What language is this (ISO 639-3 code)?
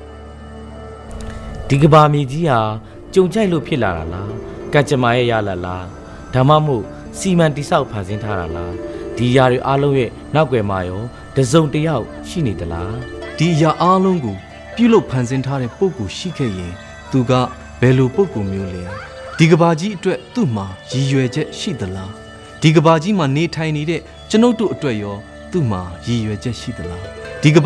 mya